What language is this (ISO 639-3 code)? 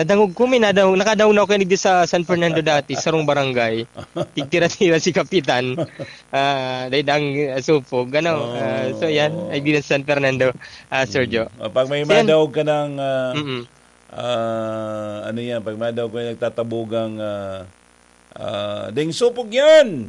bik